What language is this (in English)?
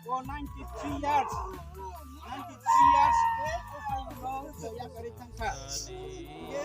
Kok Borok